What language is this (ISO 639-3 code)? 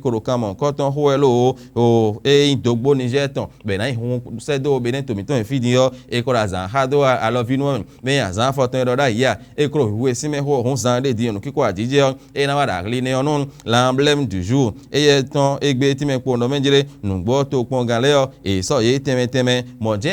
fon